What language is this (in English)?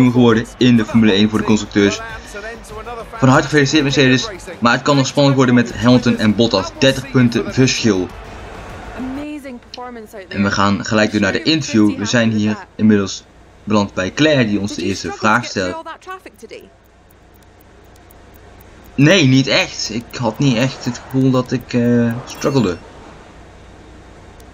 Dutch